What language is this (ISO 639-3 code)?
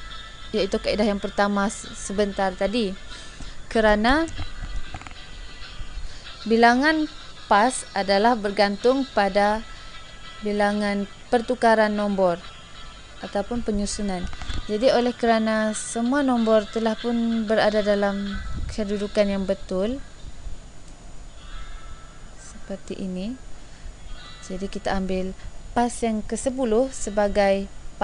msa